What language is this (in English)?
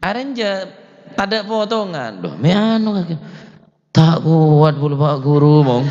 Madurese